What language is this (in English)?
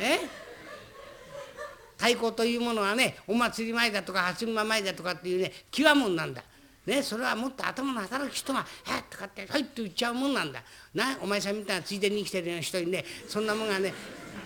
Japanese